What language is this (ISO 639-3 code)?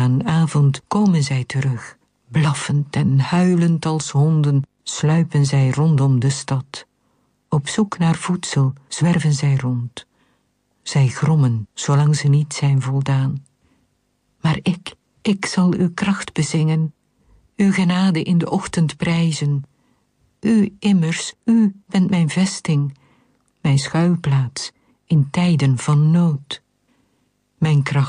nld